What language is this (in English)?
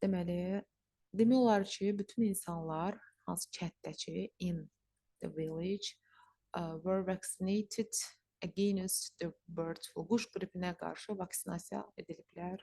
Azerbaijani